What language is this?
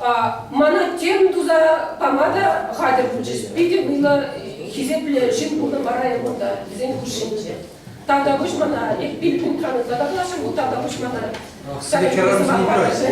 Chuvash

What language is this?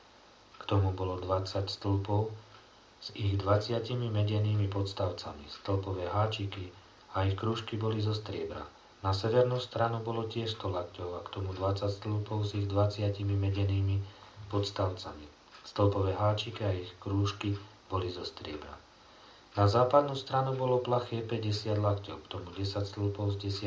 Slovak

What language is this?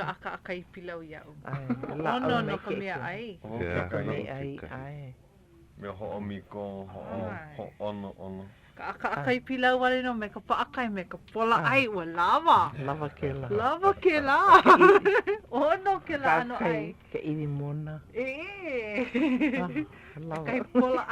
Hawaiian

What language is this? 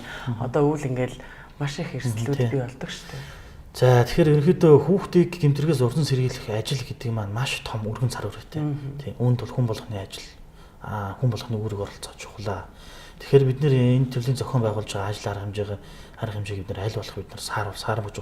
Mongolian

